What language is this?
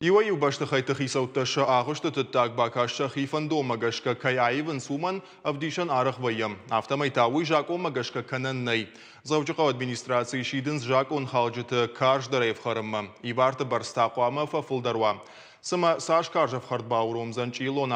Ossetic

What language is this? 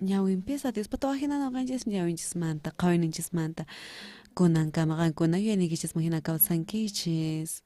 South Bolivian Quechua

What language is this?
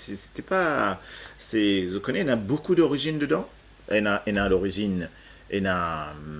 Morisyen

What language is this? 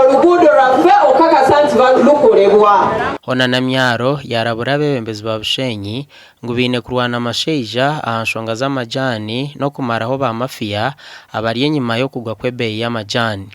Nyankole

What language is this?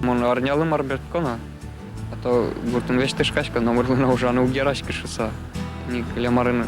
Udmurt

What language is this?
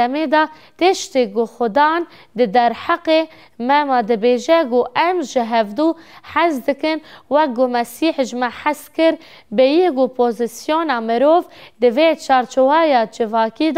Kurdish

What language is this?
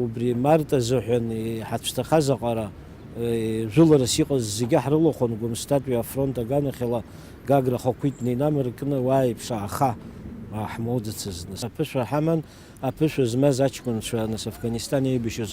Abkhazian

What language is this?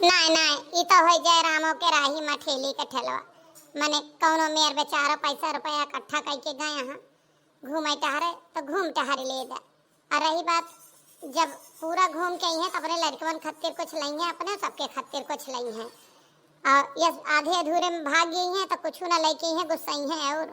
Awadhi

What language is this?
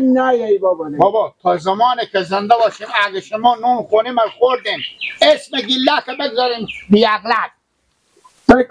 Persian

